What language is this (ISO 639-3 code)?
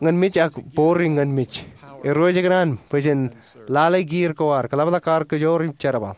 mah